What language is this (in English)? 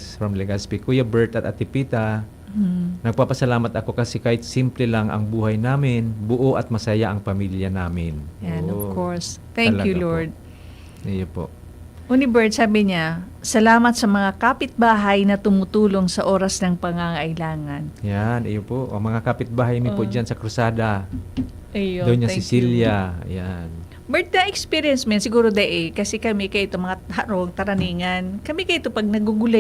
Bikol